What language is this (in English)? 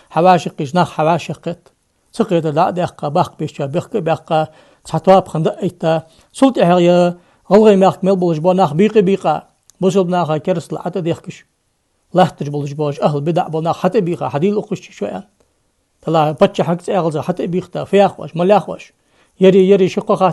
Ingush